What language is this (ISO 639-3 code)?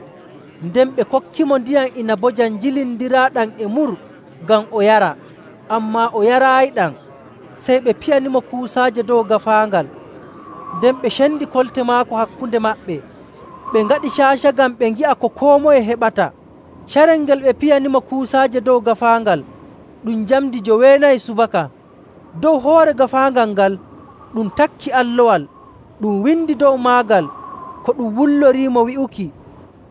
fuv